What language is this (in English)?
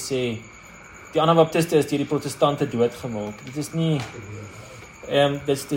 Afrikaans